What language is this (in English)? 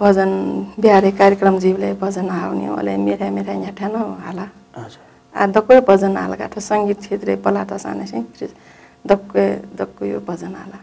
Newari